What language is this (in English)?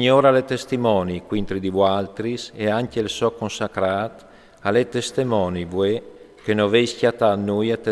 Friulian